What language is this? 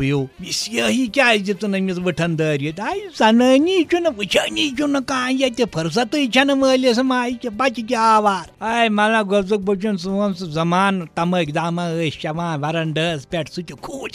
Kashmiri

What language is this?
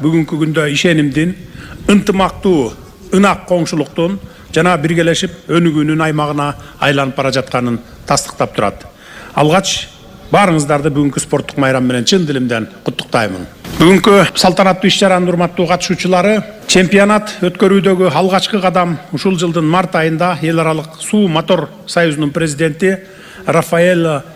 Kyrgyz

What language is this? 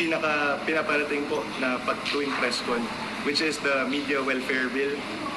Bikol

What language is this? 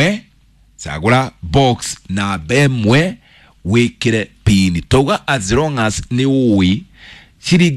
Kikuyu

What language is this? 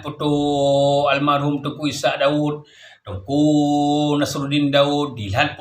Achinese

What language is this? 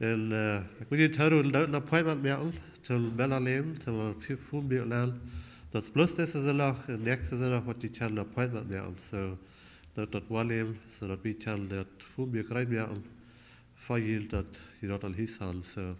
Plautdietsch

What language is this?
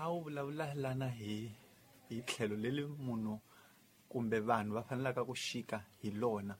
Tsonga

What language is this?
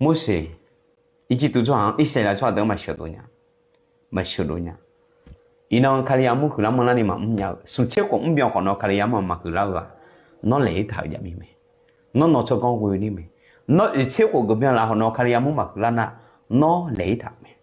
Akha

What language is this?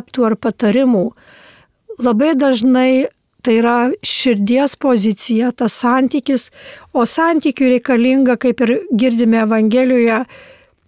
Lithuanian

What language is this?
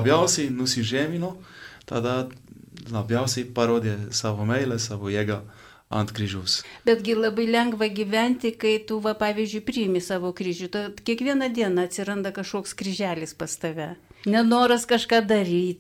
Lithuanian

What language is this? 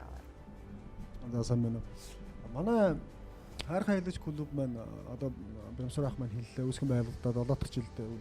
Mongolian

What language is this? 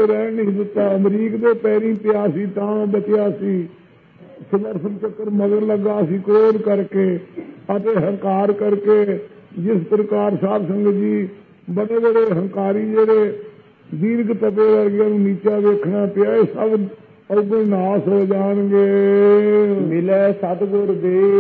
Punjabi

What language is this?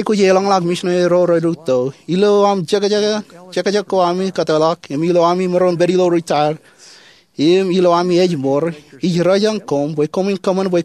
Marshallese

